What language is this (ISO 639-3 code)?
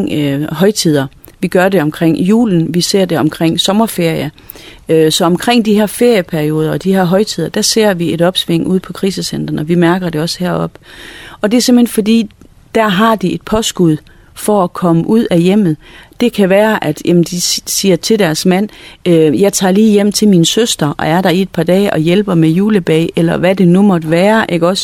dan